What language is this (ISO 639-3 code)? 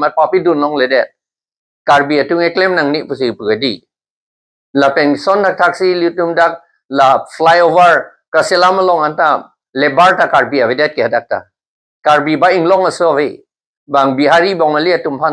mjw